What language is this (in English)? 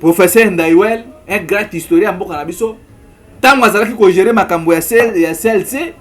Lingala